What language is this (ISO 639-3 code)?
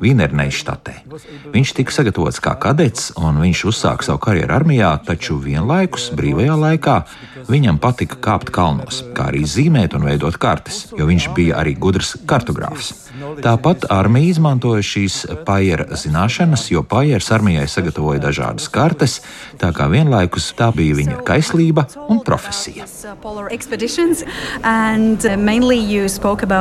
lav